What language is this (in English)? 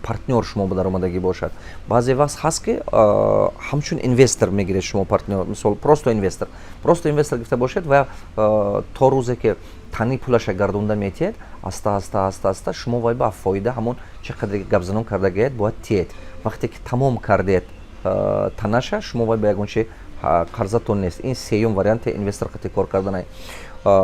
Tajik